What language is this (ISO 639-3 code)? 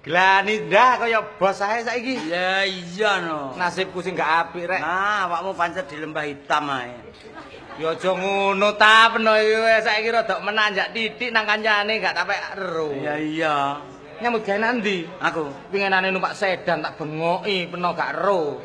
jav